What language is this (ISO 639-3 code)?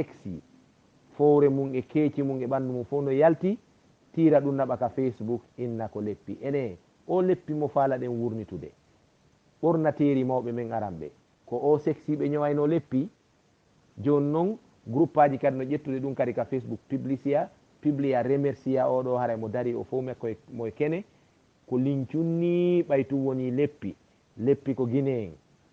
ful